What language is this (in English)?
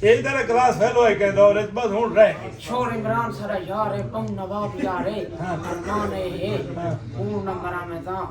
Saraiki